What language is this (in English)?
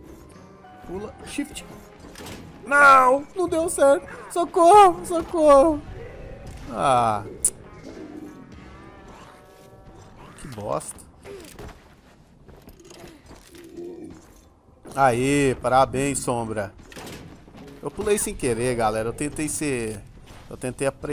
Portuguese